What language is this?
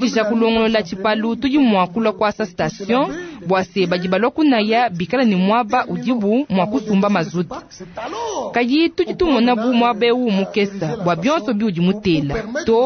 Luba-Lulua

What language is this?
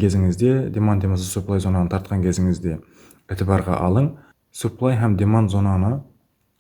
Kara-Kalpak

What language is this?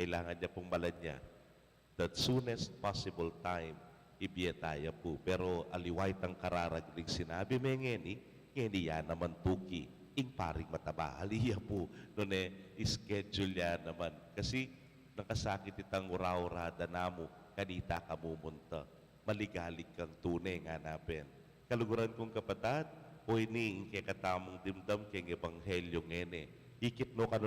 Pampanga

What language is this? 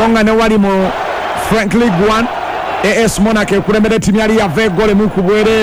Ganda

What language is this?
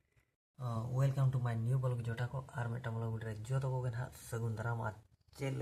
Santali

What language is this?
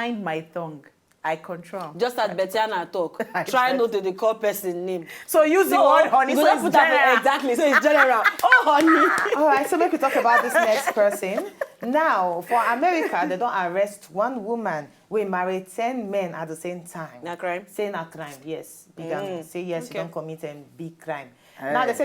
Nigerian Pidgin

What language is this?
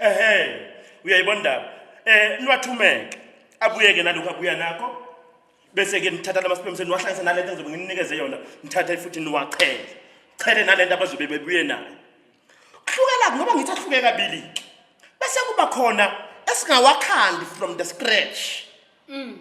Zulu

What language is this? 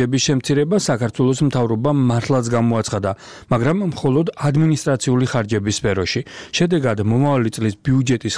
Georgian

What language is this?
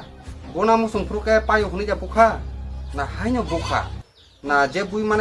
Kok Borok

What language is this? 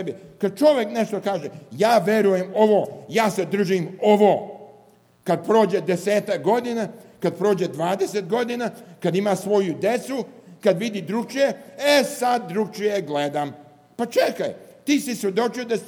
Serbian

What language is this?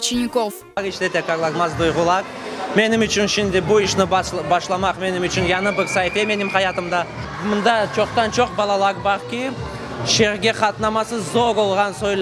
Crimean Tatar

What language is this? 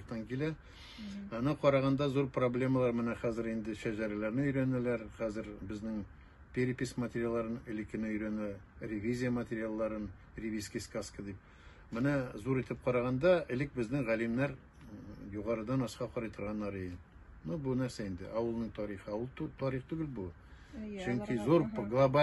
Tatar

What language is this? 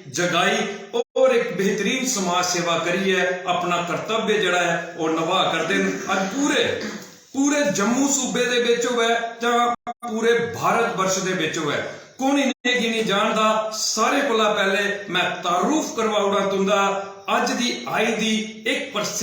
Dogri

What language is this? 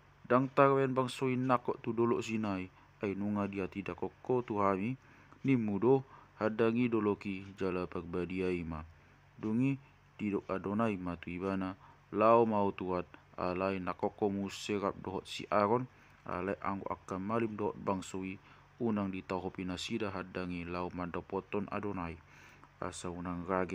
Batak Toba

